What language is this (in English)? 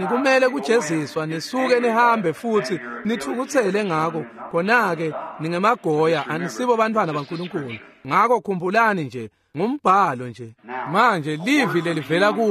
Swati